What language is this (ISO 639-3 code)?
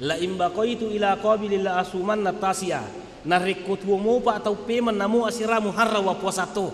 bug